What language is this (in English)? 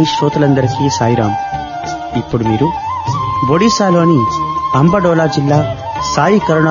Telugu